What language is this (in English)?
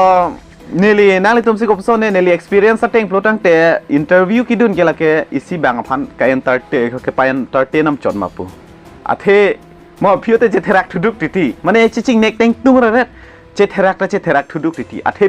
Karbi